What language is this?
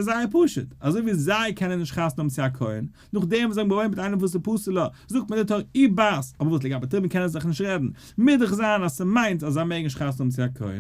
Yiddish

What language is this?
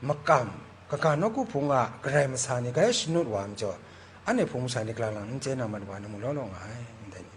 Kachin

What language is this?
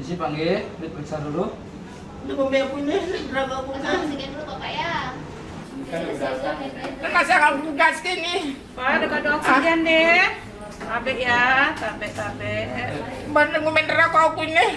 Sasak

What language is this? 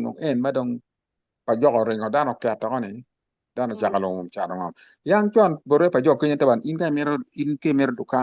Acoli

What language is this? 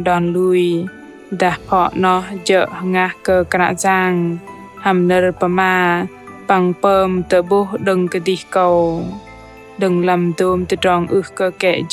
Bahnar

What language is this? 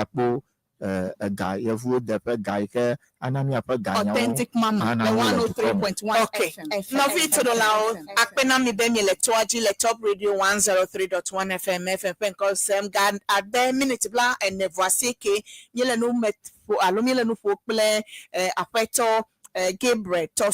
Ewe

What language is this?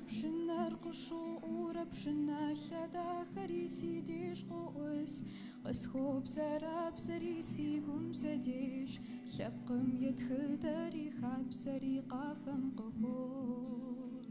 Kabardian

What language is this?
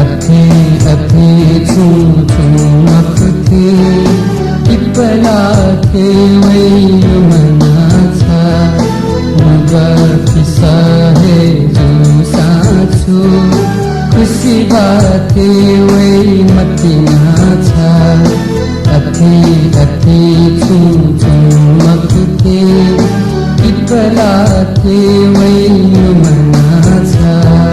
Newari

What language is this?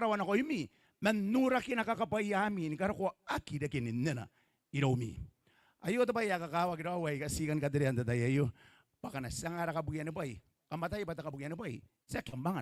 Gilbertese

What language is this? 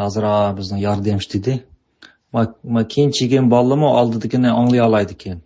Uyghur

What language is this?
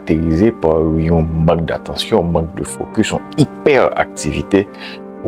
Haitian Creole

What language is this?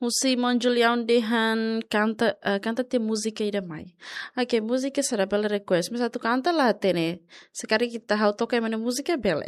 Tetum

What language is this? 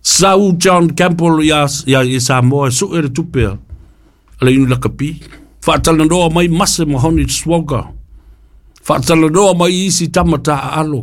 Samoan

